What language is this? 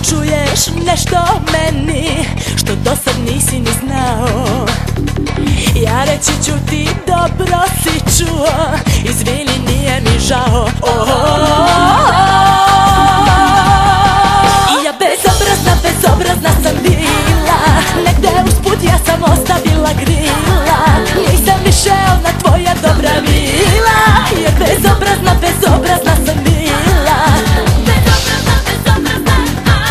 Serbian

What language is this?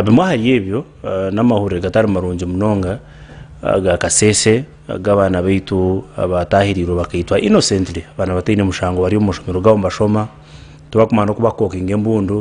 Nyankole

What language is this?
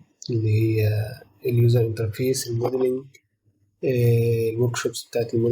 Egyptian Arabic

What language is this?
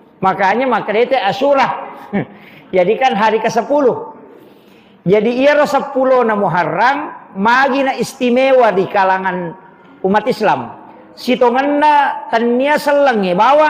Buginese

